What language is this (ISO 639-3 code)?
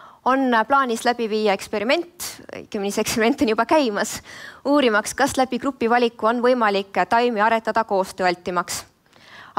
est